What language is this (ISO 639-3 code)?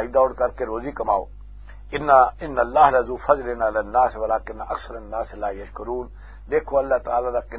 lah